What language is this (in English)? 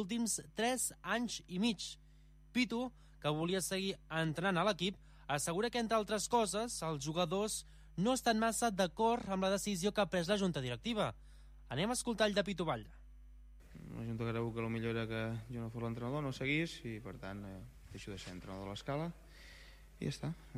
Catalan